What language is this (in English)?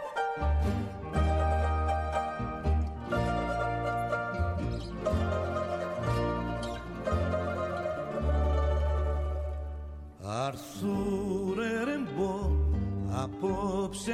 Greek